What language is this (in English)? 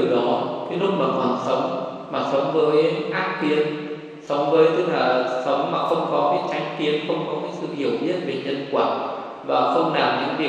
Vietnamese